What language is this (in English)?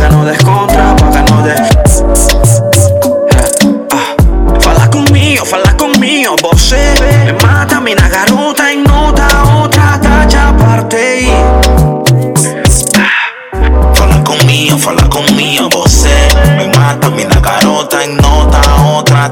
Spanish